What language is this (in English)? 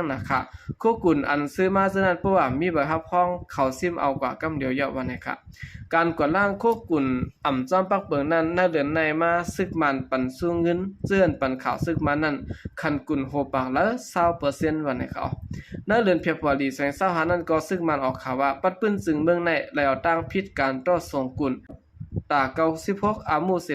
Shan